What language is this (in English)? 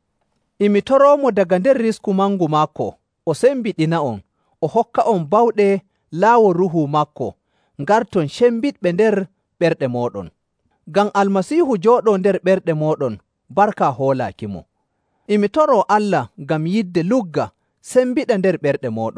Nigerian Fulfulde